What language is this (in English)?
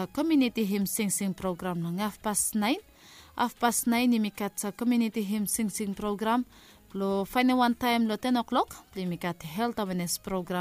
Bislama